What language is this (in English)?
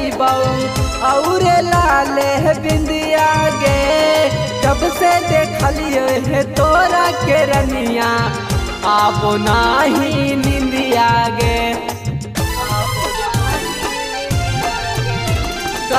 Magahi